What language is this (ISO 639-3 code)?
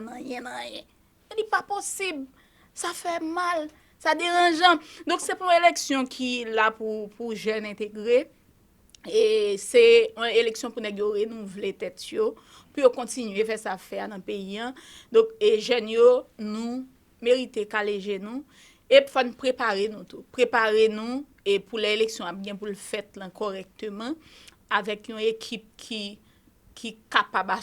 hat